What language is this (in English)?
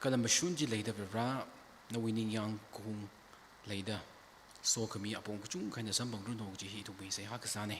Tangkhul Naga (India)